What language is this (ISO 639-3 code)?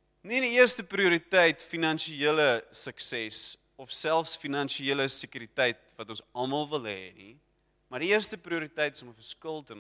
afr